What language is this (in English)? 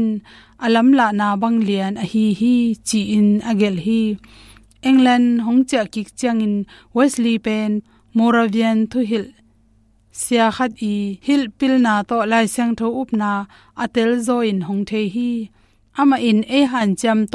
Tedim Chin